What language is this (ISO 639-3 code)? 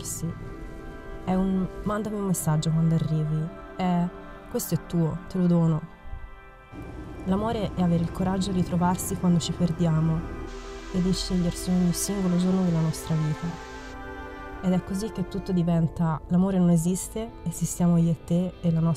ita